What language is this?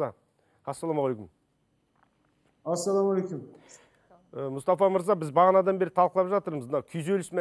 Kazakh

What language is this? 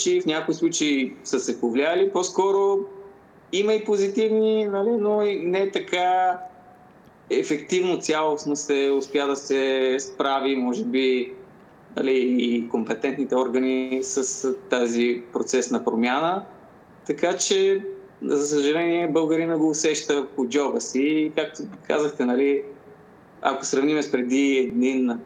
Bulgarian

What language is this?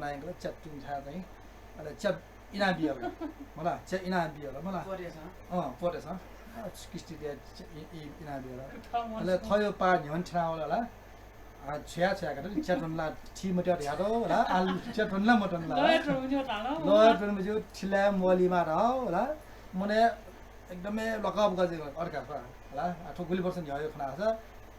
Newari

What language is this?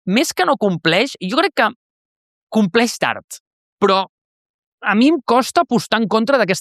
Catalan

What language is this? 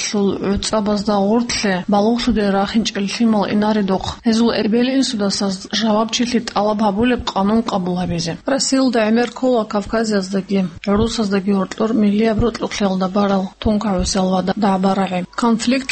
Avaric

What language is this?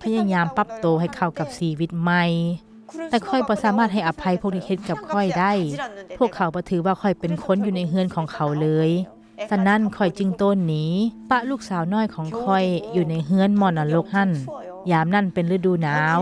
Lao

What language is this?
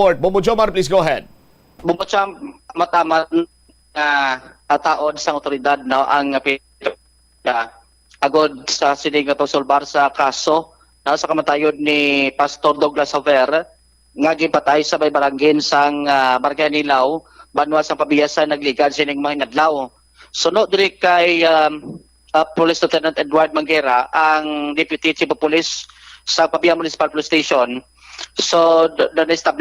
Hiligaynon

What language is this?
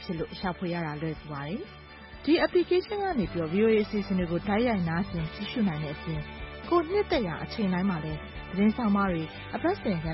Burmese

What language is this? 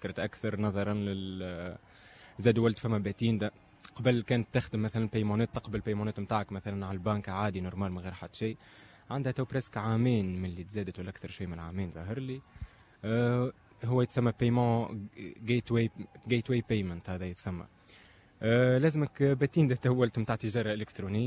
Tunisian Arabic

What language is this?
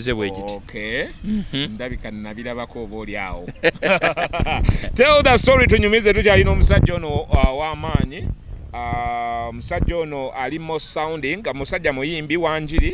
Ganda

